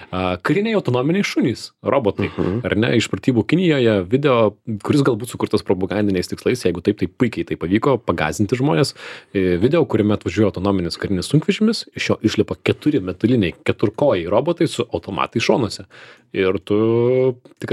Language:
Lithuanian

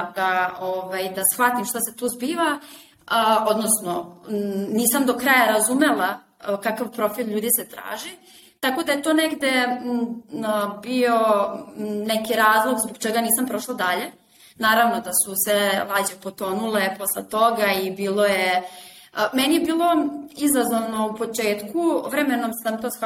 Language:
Serbian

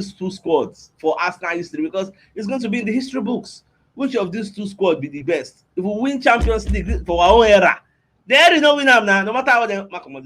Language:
Nigerian Pidgin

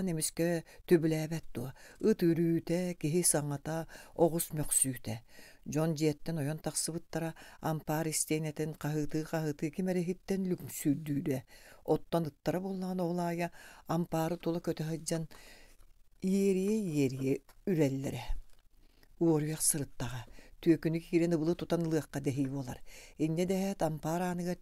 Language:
Yakut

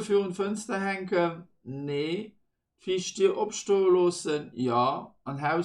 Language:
Luxembourgish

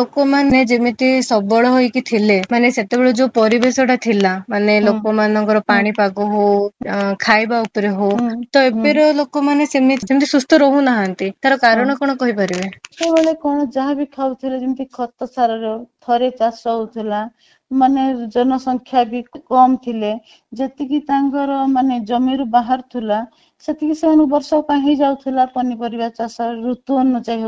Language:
Odia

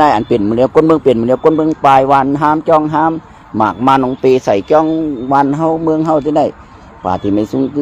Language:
Shan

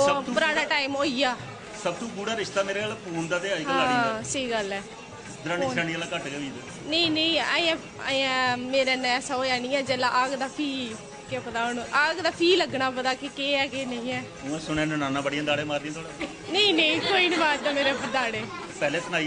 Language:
Dogri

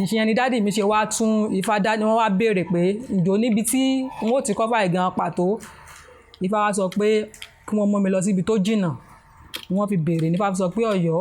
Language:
Yoruba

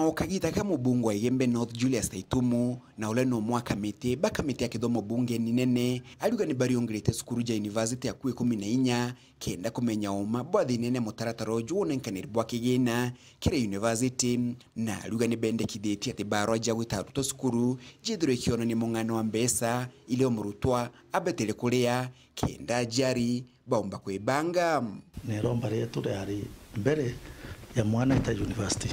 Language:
Meru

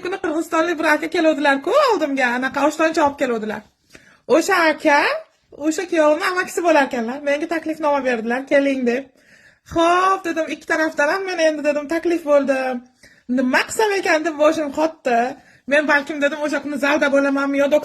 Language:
Uzbek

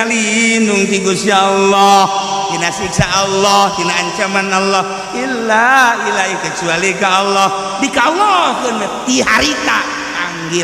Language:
Sundanese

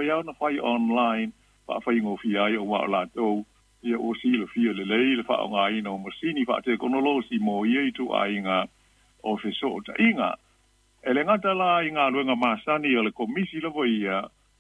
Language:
Samoan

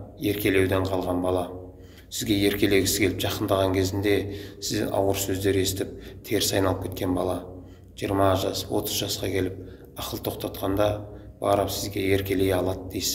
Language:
Kazakh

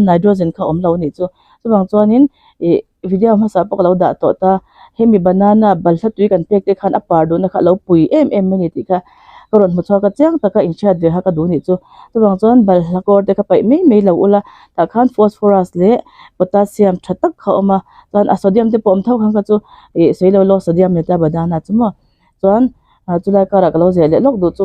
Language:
Mizo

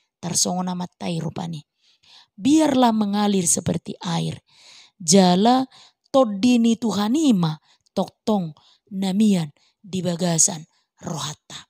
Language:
Batak Toba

